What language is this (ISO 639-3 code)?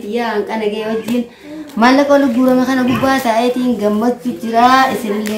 orm